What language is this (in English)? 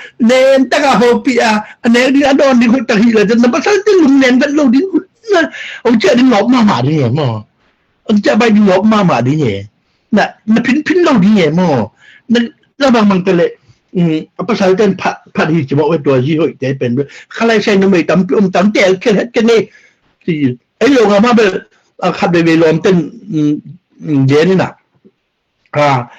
Tedim Chin